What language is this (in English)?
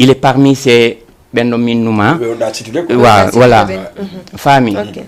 Fula